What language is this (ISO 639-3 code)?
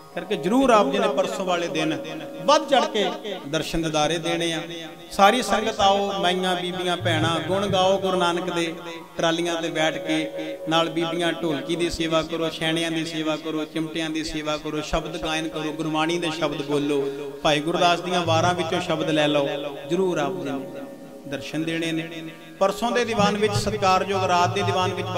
pan